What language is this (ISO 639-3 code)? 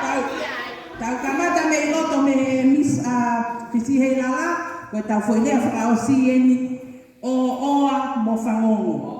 ton